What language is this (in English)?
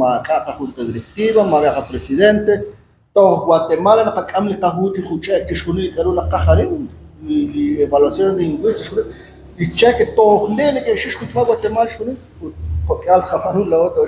Kekchí